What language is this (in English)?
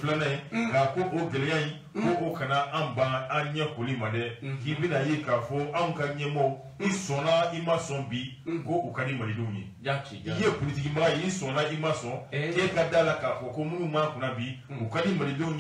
Bambara